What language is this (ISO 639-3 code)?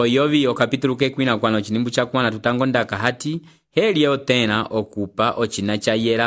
umb